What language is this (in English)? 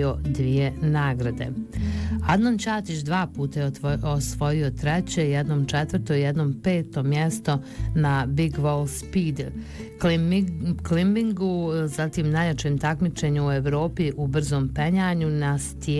Bosnian